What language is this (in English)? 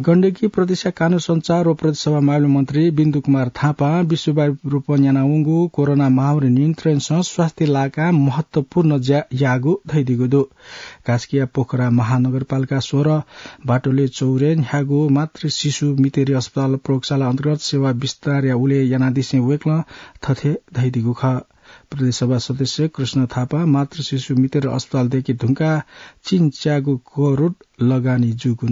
Newari